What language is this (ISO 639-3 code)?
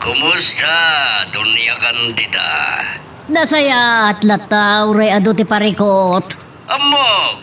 ilo